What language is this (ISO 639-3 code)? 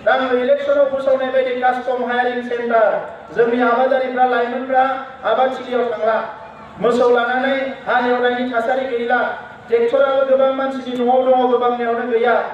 brx